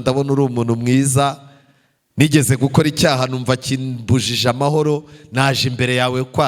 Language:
Kinyarwanda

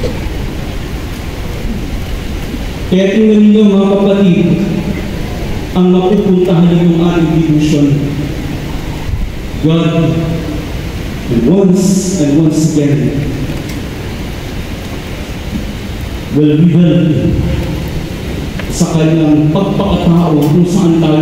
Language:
Filipino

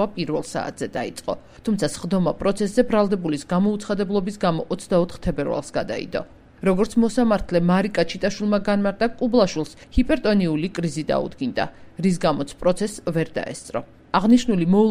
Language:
Georgian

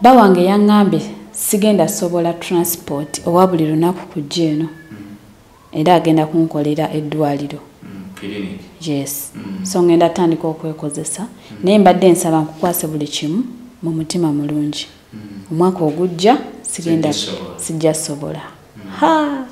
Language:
Ganda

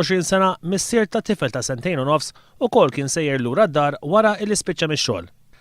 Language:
Maltese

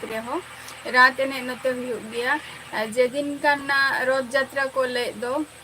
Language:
Santali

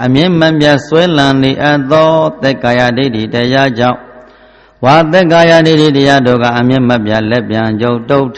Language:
Burmese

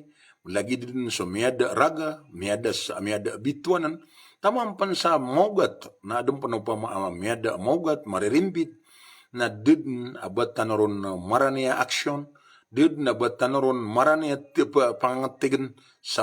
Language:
Maranao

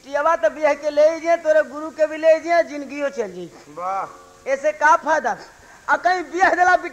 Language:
Bhojpuri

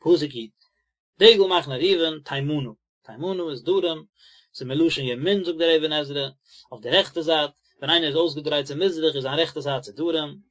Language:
Yiddish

